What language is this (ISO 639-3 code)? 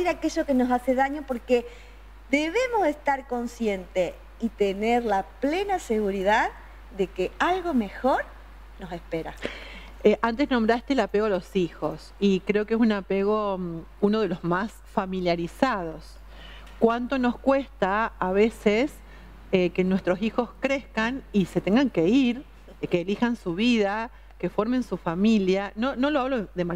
spa